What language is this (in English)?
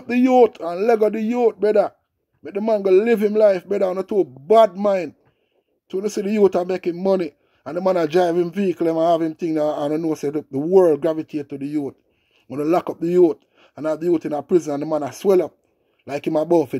Jamaican Creole English